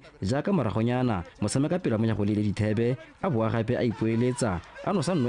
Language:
Tswana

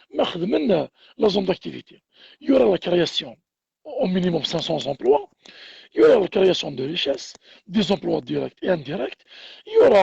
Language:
Kabyle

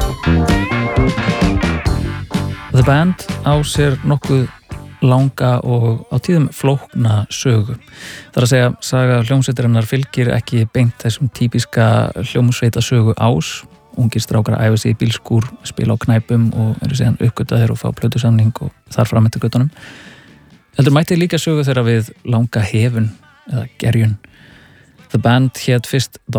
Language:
Icelandic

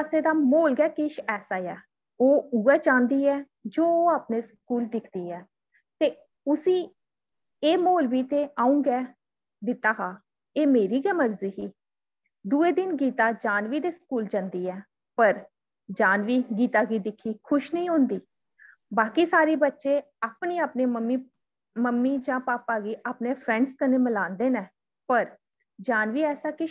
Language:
Dogri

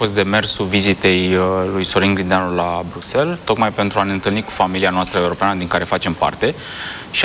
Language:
Romanian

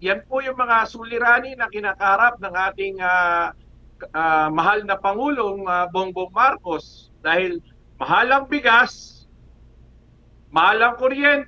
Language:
Filipino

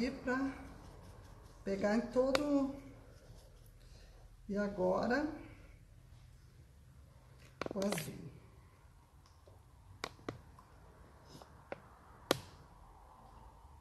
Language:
Portuguese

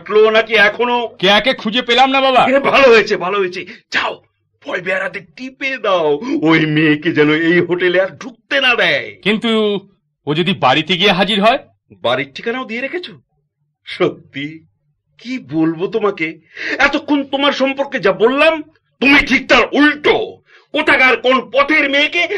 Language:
Bangla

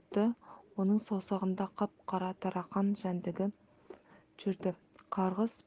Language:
Kazakh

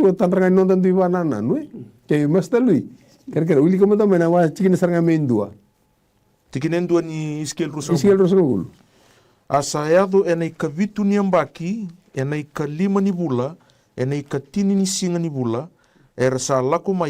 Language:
Fijian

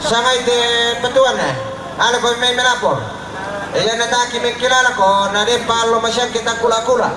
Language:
Toraja-Sa'dan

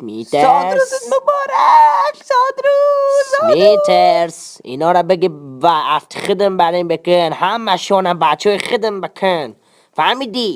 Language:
Tajik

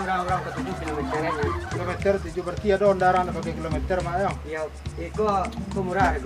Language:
Minangkabau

